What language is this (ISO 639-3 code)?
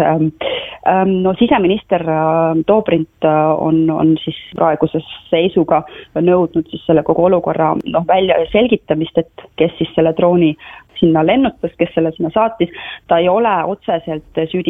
est